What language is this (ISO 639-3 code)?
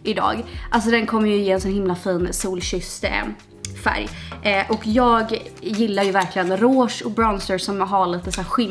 swe